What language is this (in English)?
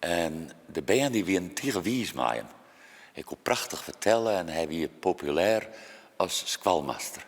Western Frisian